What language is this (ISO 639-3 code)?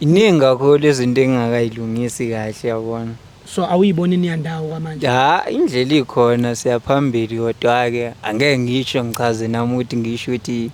zul